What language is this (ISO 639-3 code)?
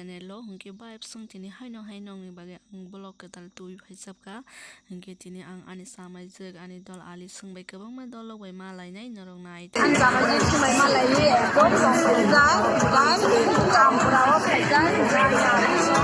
trp